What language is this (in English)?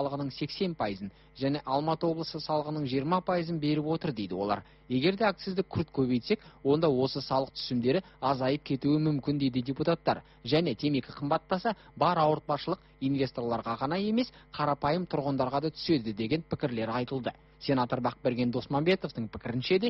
Kazakh